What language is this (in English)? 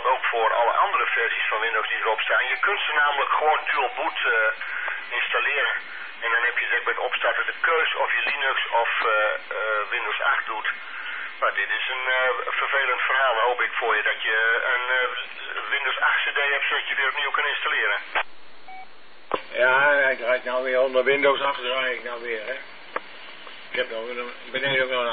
Dutch